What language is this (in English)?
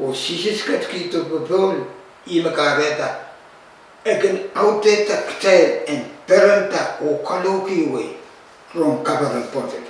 Pohnpeian